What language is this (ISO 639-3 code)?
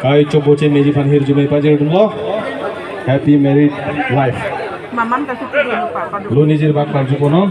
mjw